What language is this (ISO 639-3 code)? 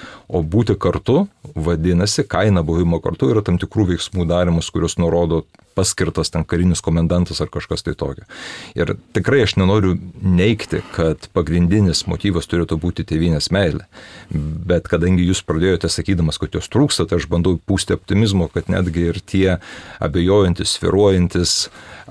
lit